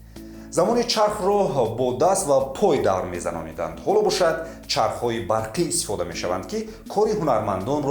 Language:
Tajik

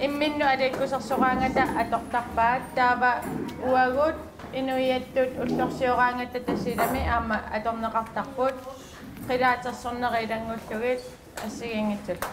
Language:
Kalaallisut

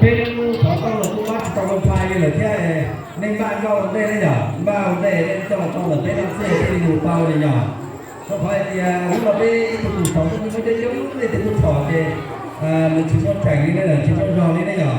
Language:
Hmong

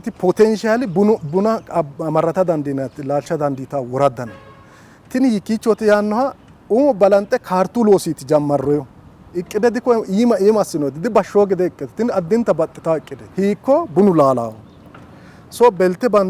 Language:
Sidamo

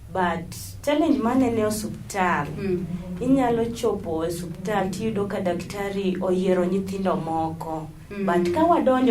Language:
Luo (Kenya and Tanzania)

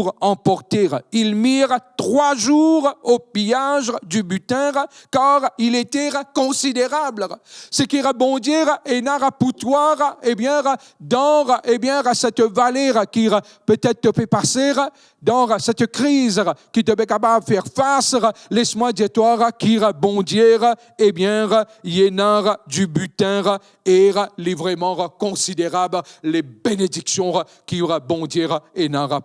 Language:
Morisyen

